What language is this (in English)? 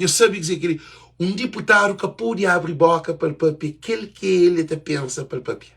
Kabuverdianu